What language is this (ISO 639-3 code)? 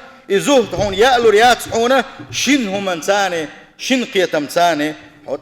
che